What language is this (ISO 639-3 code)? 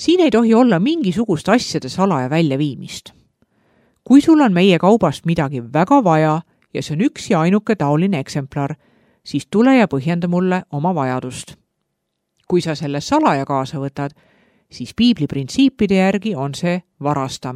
est